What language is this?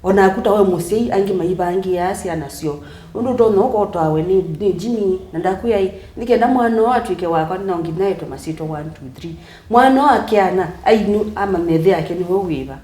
Kamba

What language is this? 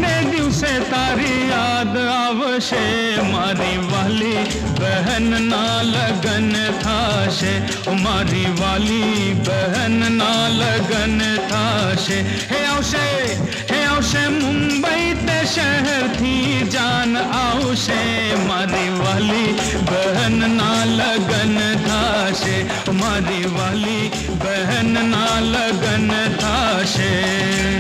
Gujarati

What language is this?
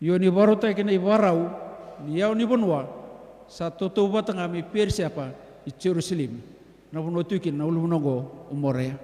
Fijian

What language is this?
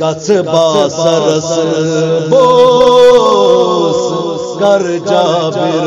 Kashmiri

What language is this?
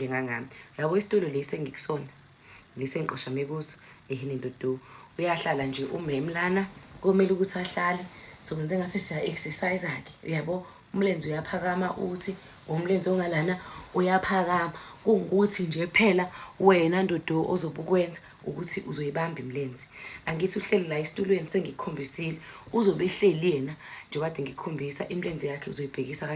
Zulu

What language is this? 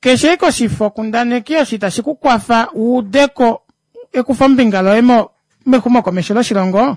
Kuanyama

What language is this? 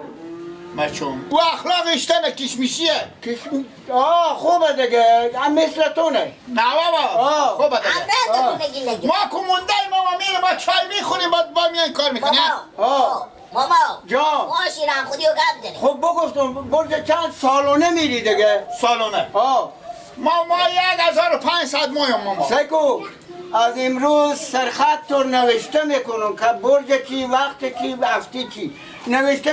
Persian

